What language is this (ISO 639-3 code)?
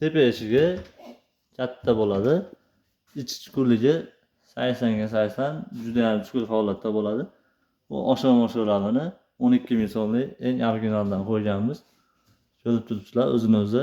uzb